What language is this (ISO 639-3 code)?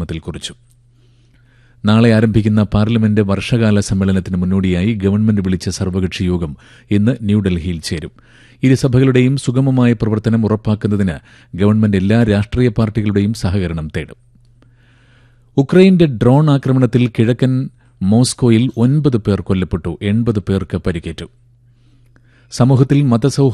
mal